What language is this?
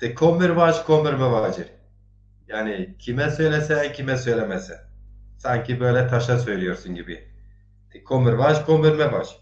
Zaza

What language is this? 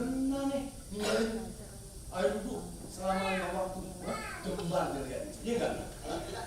Betawi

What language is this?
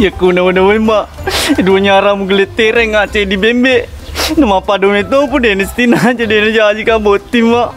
Buginese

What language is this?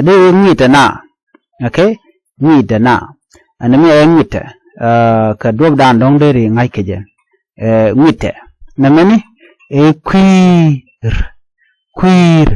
Nuer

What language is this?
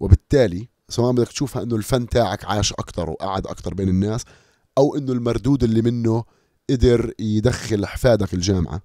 North Levantine Arabic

